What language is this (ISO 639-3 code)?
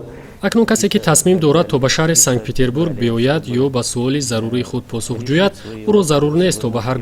tgk